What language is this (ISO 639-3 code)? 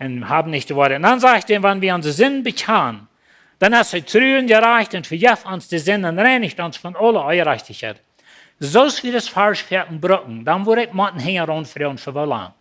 pdt